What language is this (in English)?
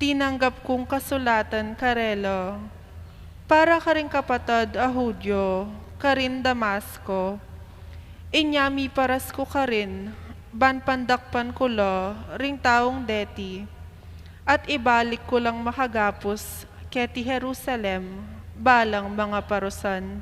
Pampanga